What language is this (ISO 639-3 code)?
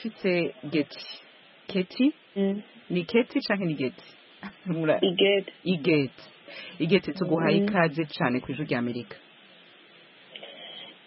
kin